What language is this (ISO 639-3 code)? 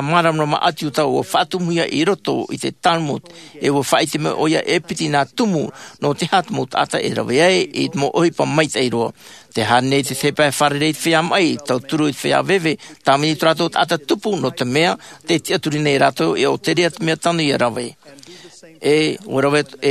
tah